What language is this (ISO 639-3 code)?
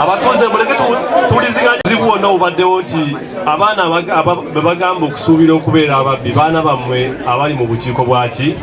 lug